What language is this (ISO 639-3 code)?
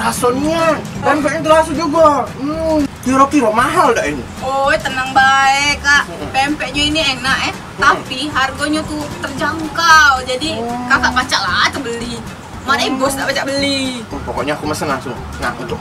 mui